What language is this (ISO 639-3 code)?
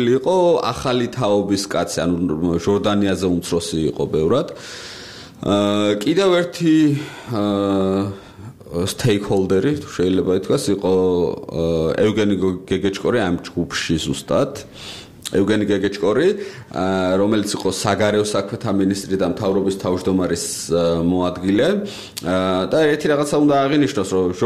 kat